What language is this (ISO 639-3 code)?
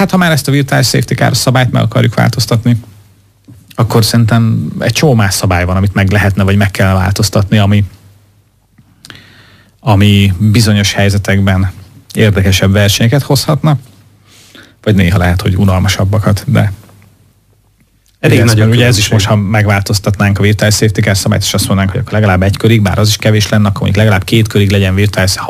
hun